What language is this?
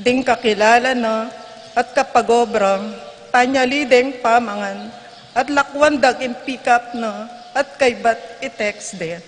Pampanga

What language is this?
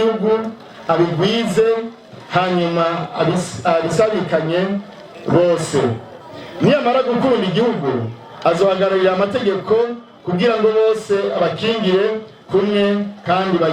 Rundi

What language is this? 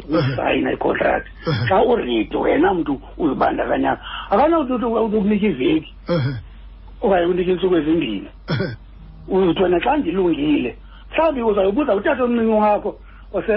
Xhosa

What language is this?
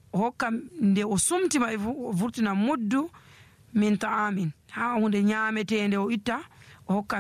Nigerian Fulfulde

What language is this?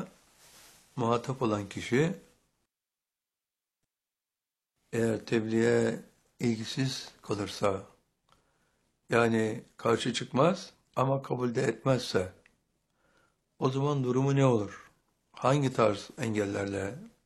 Turkish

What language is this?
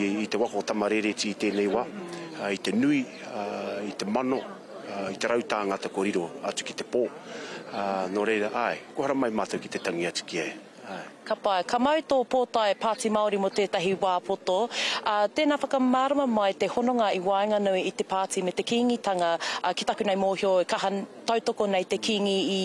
Māori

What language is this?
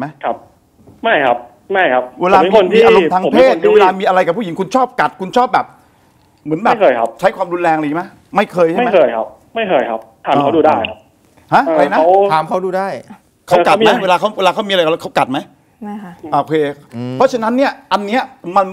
Thai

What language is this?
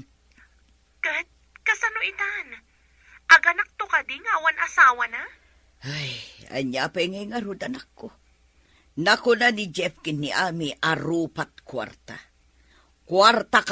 Iloko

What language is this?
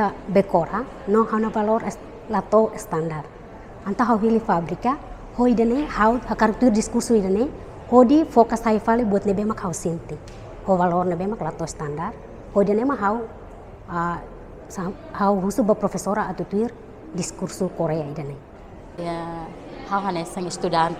Tetum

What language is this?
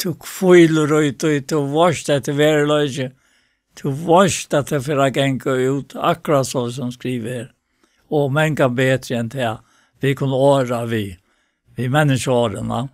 Faroese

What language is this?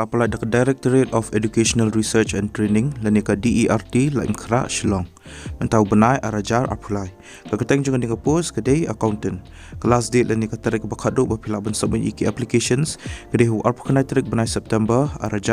Khasi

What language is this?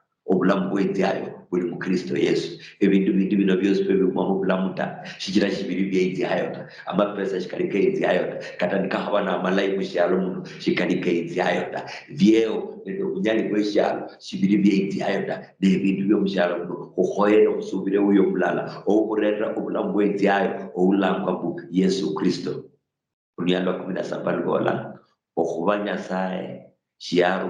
Luyia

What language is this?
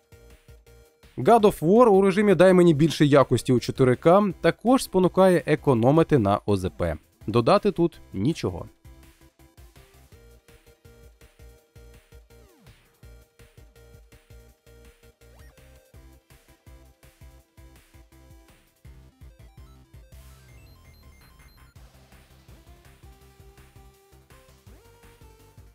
Ukrainian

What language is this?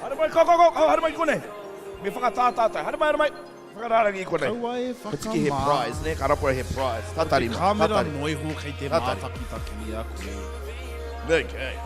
Māori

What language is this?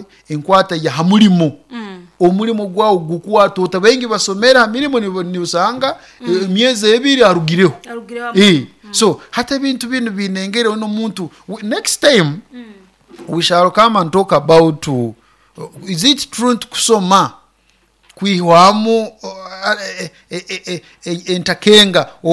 Nyoro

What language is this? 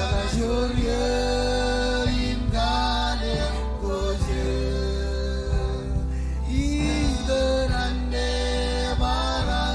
Marshallese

